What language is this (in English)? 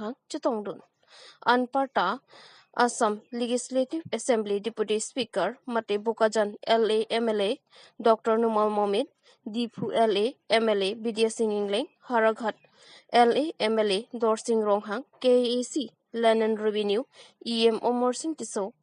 Karbi